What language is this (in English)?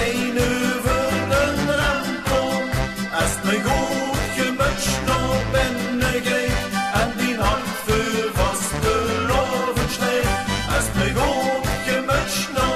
Limburgish